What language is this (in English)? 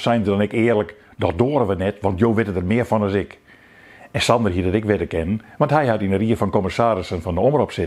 Western Frisian